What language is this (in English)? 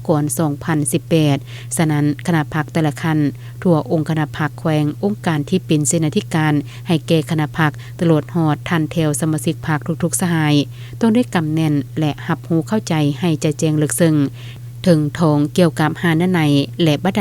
Lao